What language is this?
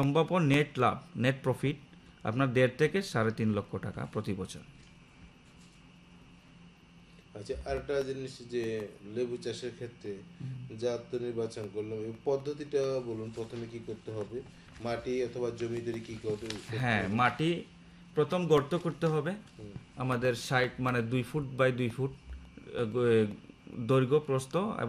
Bangla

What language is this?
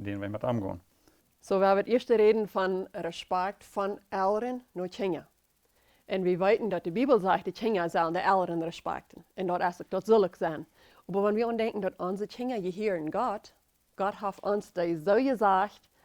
Plautdietsch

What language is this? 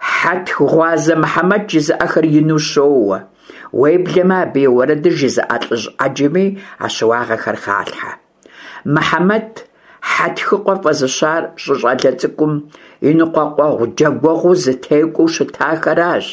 Kabardian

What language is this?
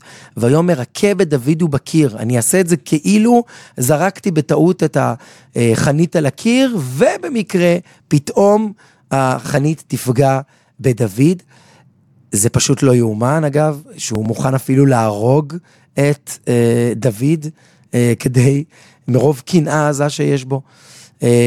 Hebrew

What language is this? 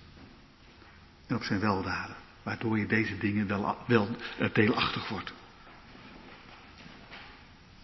Dutch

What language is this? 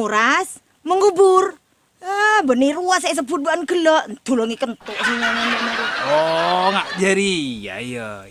Madurese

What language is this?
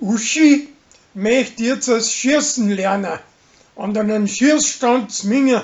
Bavarian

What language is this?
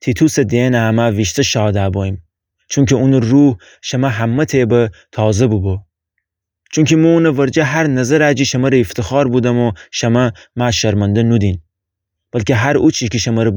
Gilaki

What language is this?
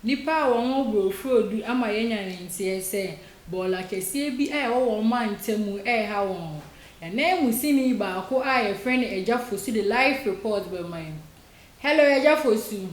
Akan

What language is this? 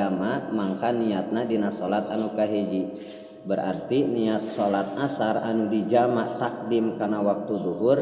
Sundanese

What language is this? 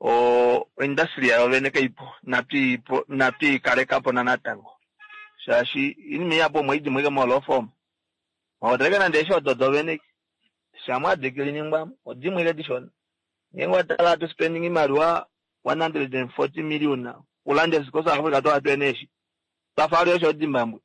Kuanyama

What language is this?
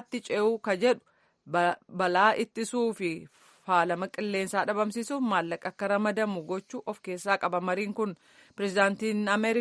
Oromo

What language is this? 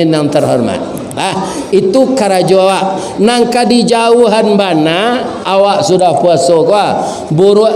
Minangkabau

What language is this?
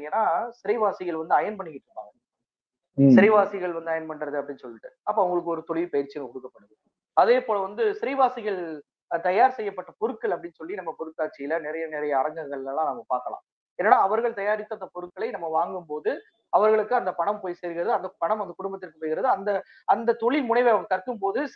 Tamil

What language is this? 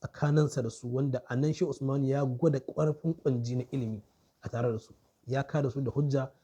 Hausa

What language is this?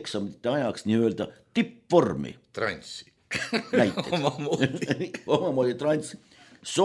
Estonian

